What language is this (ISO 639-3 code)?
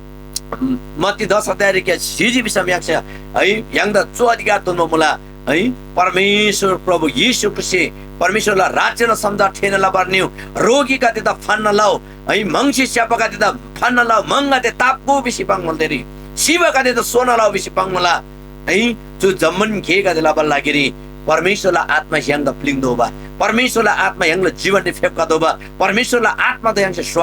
taj